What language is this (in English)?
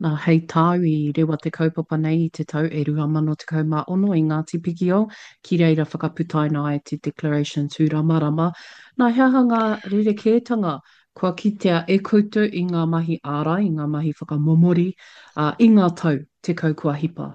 Māori